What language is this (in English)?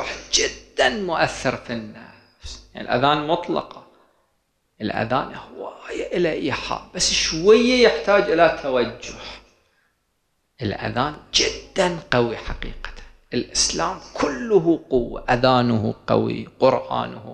Arabic